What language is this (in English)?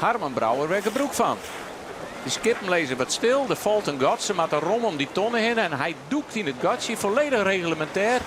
Western Frisian